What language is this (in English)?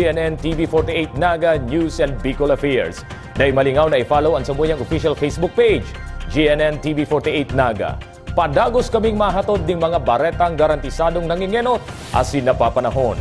Bikol